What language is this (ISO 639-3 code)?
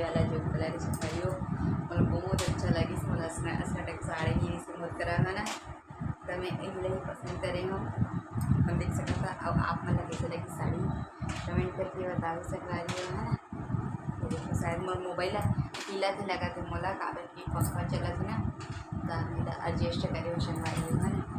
hne